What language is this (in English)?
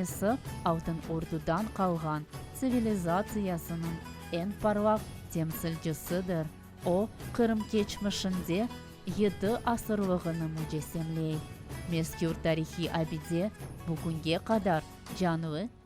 Crimean Tatar